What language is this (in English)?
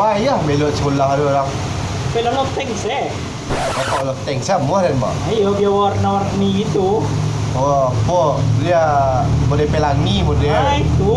Minangkabau